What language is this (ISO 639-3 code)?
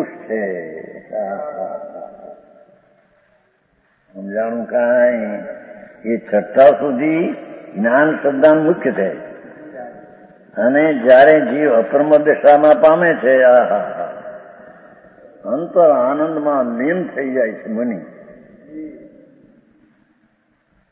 guj